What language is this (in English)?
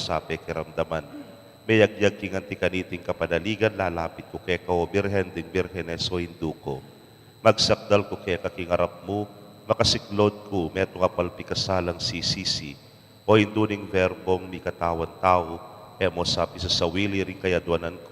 Pampanga